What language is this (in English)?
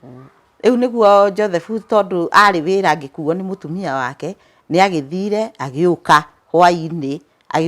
Kikuyu